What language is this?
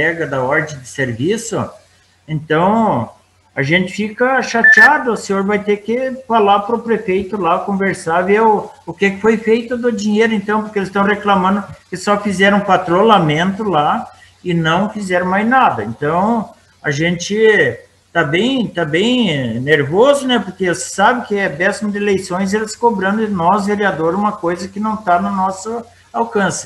Portuguese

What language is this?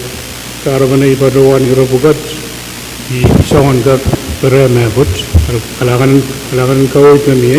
Pohnpeian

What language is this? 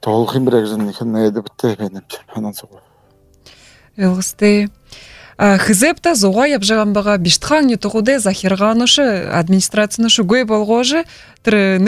Buriat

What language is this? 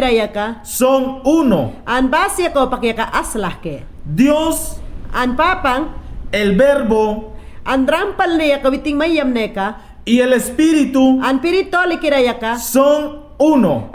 Mayangna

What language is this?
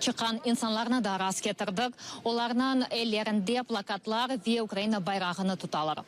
Crimean Tatar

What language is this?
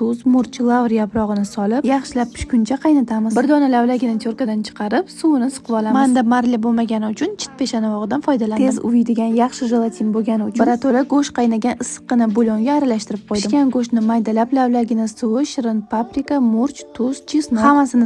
Uzbek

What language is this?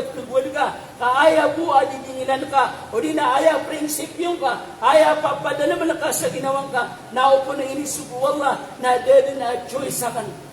Maranao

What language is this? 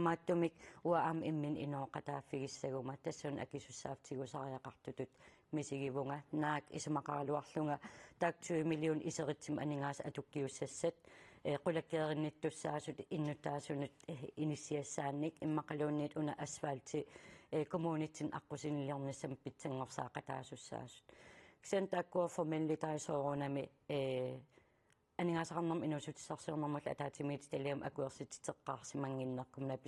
Kalaallisut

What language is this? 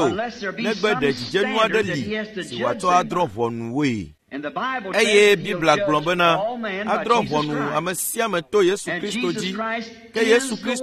Ewe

